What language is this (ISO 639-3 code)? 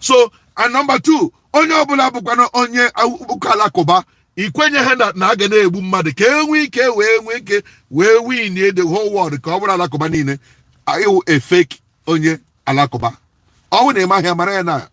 ibo